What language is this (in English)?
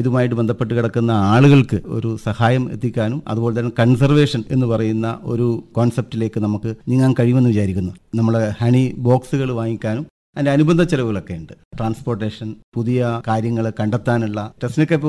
Malayalam